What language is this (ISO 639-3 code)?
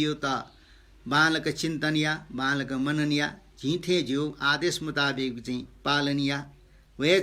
new